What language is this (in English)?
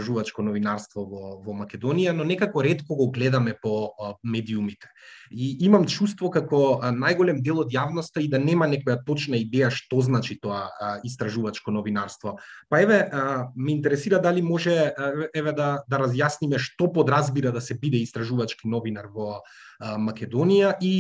Macedonian